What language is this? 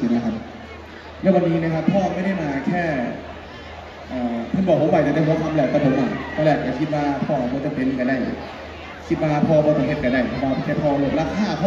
Thai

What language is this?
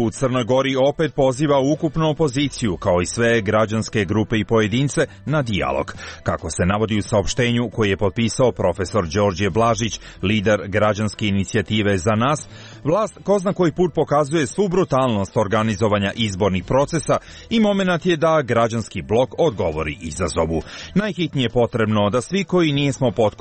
Serbian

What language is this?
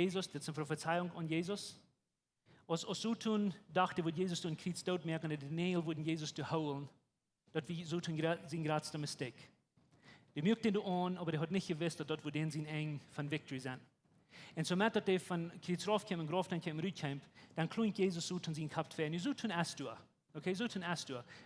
Plautdietsch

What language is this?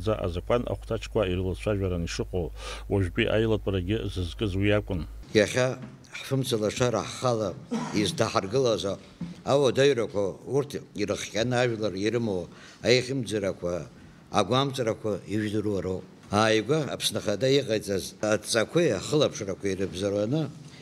Abkhazian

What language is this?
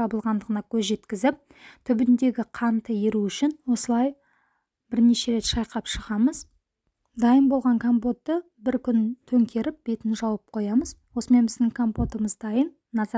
Kazakh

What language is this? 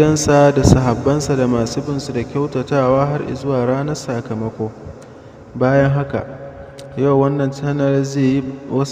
Hausa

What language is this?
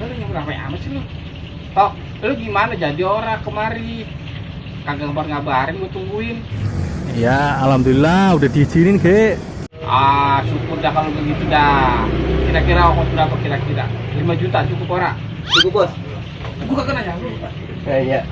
Betawi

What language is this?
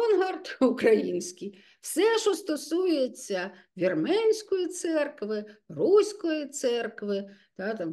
Ukrainian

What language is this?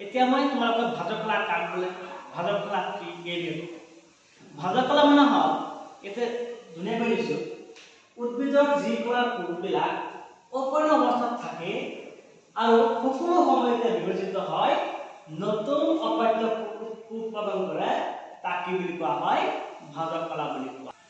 Assamese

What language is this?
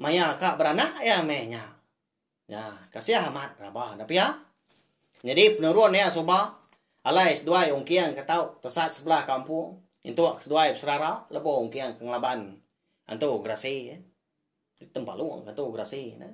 Iban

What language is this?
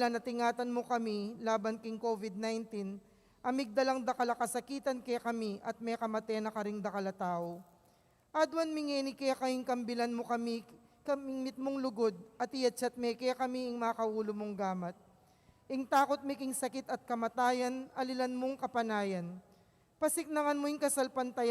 Pampanga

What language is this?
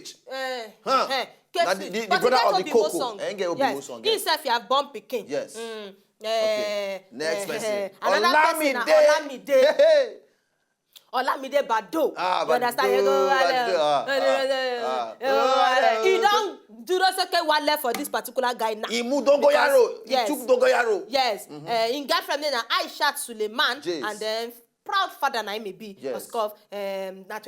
Nigerian Pidgin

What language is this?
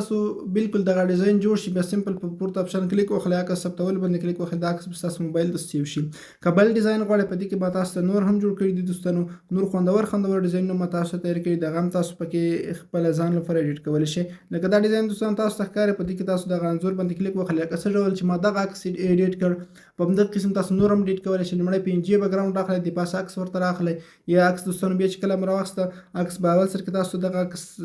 Pashto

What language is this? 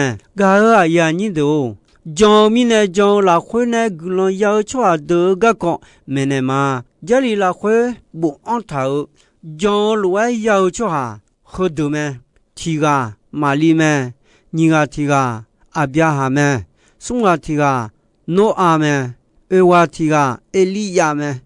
Akha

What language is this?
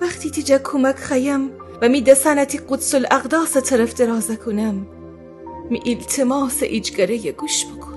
Gilaki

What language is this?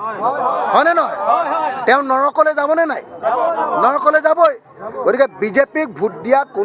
Assamese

